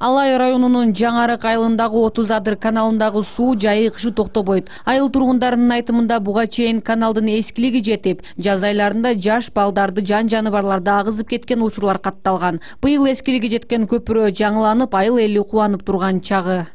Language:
Kyrgyz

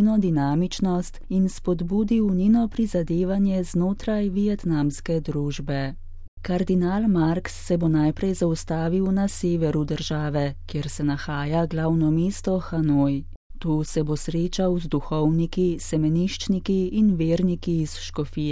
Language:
Slovenian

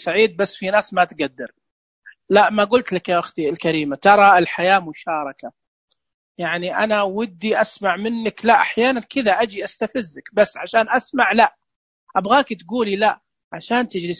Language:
Najdi Arabic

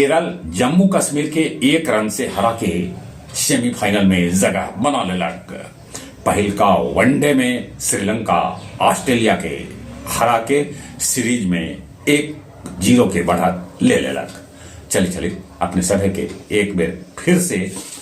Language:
Magahi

